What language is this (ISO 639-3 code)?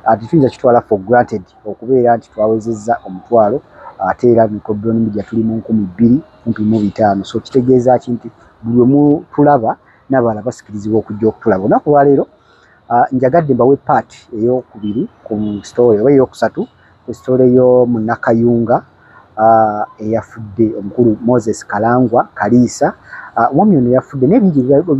lug